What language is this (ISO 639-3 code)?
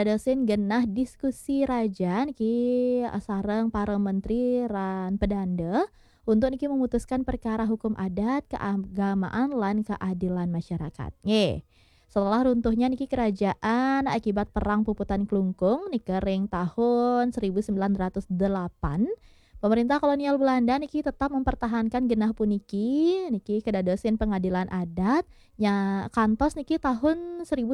ban